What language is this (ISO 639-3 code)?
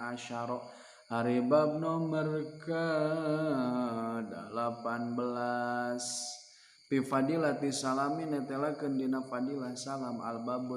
sun